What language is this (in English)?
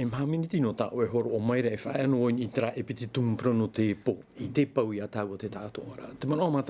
Tahitian